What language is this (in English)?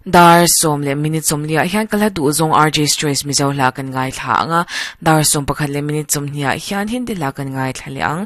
Mizo